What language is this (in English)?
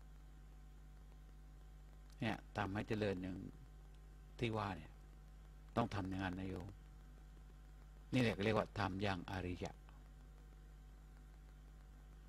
Thai